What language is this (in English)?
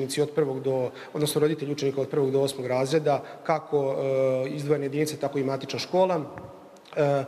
Serbian